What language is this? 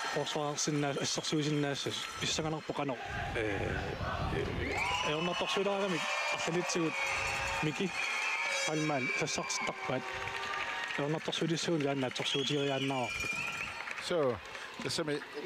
Kalaallisut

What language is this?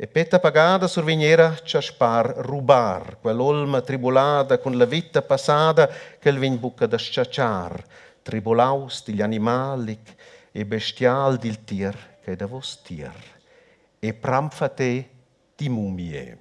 Romansh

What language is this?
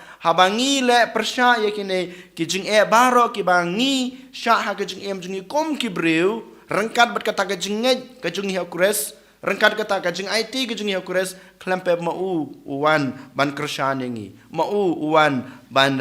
Khasi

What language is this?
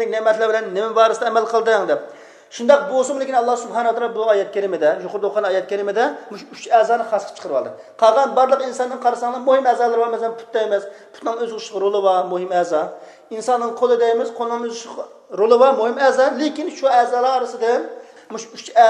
Uyghur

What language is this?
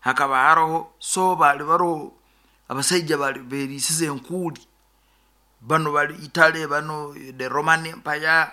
Nyoro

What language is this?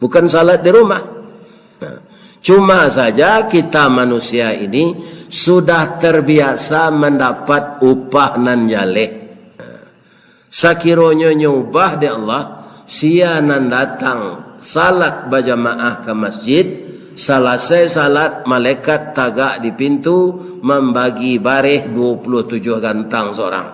Minangkabau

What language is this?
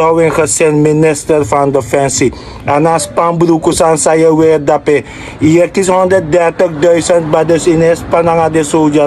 Sranan Tongo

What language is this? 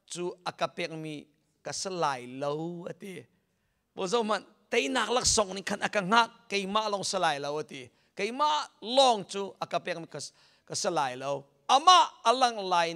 Hakha Chin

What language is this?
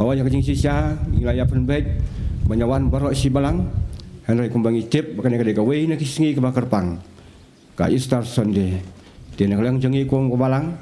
Khasi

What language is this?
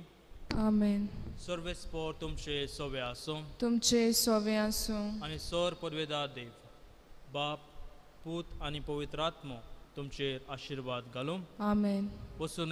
Konkani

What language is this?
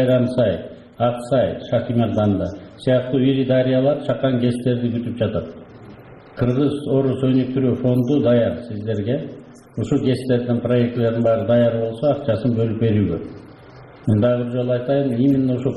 Kyrgyz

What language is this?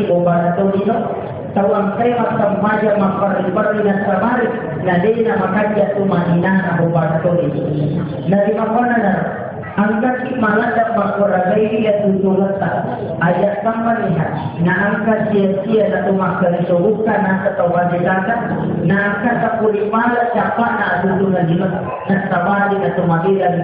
Buginese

